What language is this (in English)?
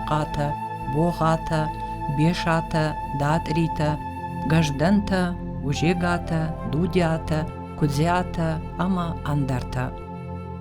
Ossetic